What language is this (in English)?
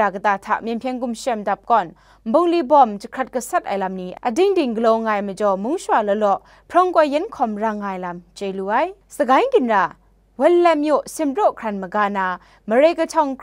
Kachin